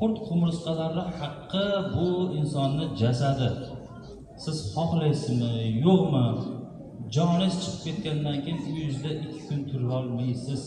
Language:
Uzbek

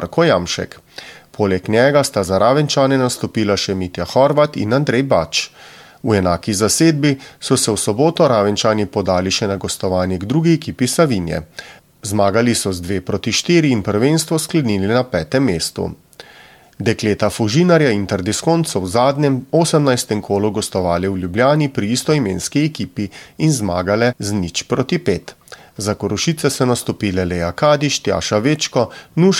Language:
Slovenian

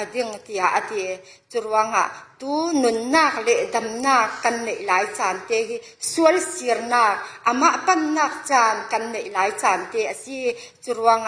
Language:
Falam Chin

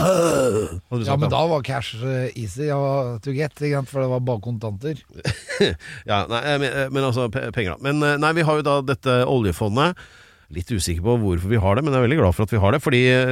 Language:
Norwegian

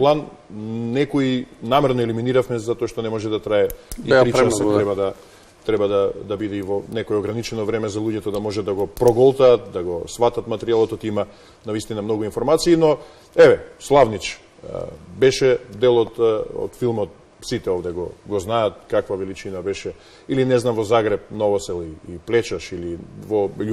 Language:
Macedonian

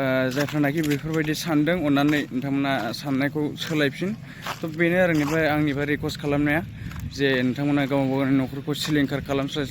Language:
Bodo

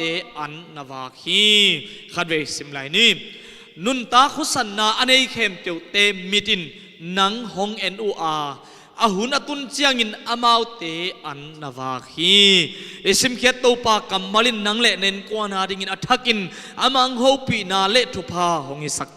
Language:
Tedim Chin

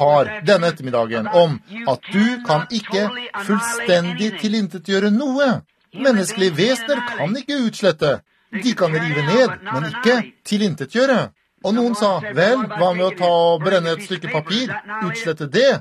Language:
Norwegian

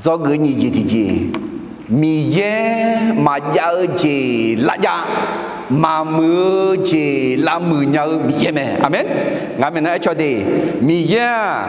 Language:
Akha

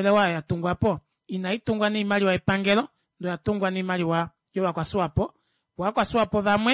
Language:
Kuanyama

